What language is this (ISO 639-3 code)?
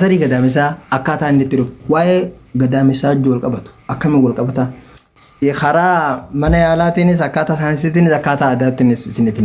orm